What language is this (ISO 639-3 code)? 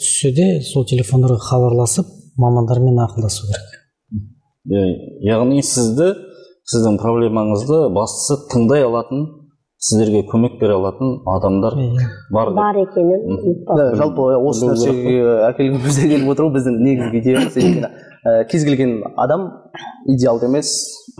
kaz